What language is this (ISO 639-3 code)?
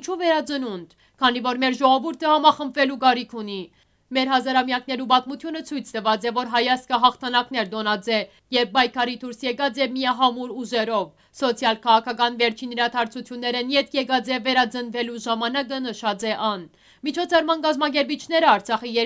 hyw